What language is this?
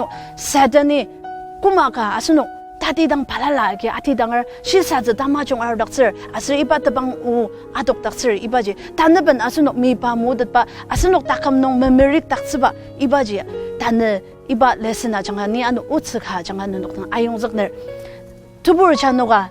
Ao Naga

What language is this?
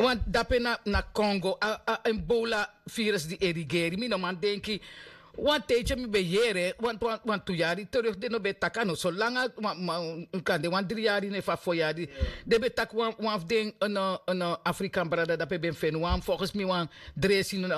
Sranan Tongo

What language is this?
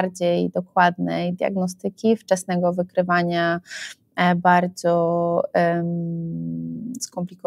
Polish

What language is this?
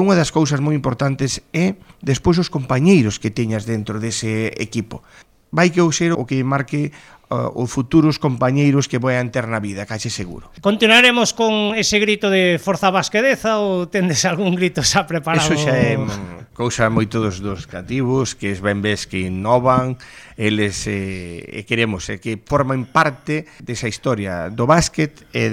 Galician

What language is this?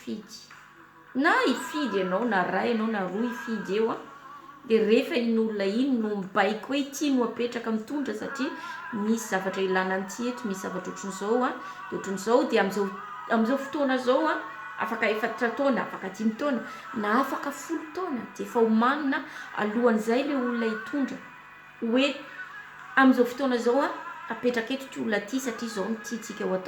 Malagasy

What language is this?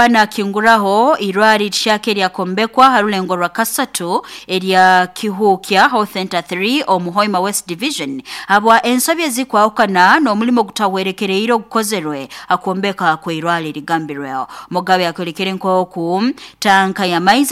Nyoro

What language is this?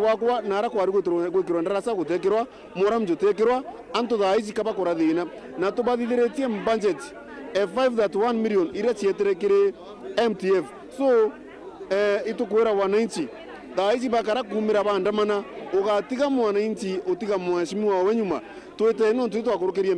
Meru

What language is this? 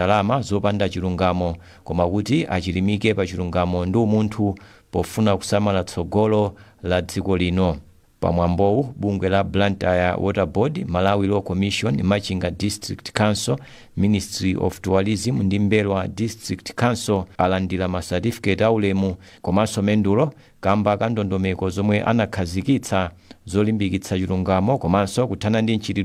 Nyanja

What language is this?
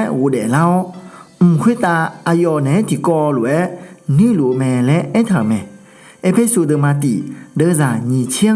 Akha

